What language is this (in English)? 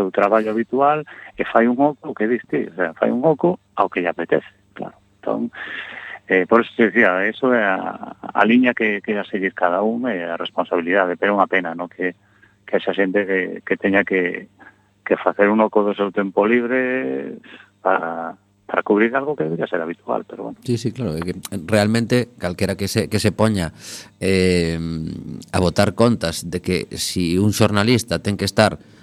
Galician